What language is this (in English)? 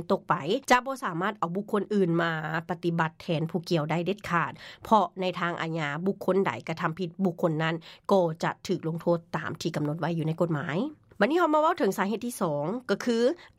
Lao